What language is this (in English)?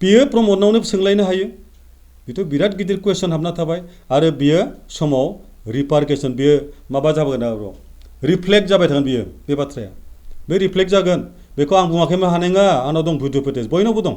Bodo